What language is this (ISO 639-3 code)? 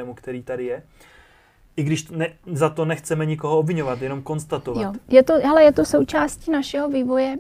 ces